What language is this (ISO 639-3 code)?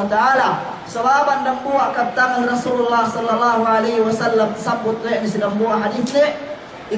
yka